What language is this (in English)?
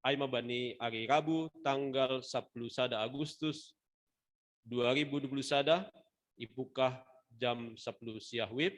Batak Simalungun